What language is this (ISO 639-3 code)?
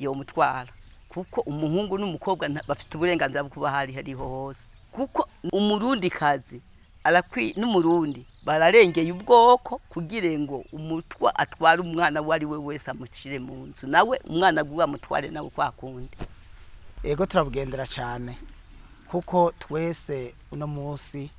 run